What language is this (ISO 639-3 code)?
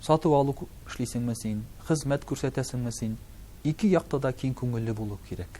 tat